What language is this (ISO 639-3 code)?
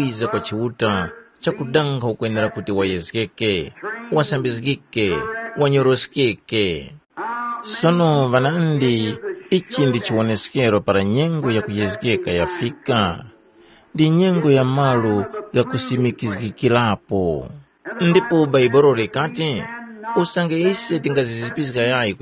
tum